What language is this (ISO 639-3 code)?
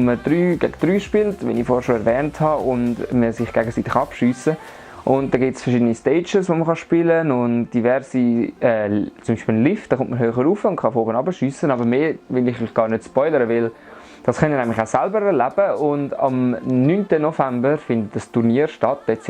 gsw